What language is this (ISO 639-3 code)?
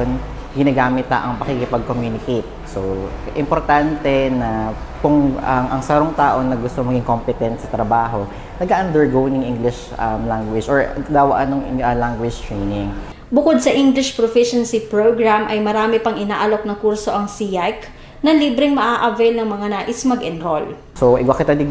bik